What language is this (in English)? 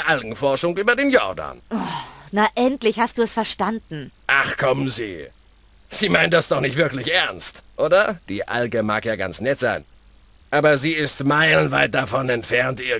Bavarian